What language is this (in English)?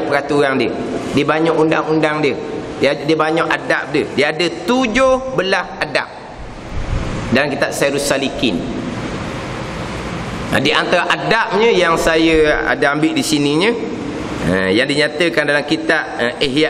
Malay